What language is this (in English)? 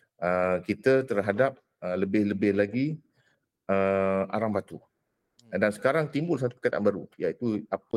Malay